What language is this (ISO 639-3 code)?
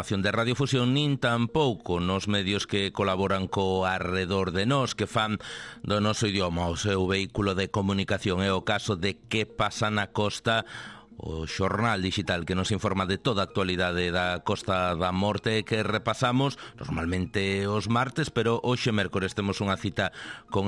glg